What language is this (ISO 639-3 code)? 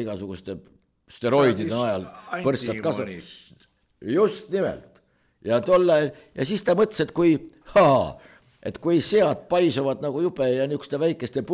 est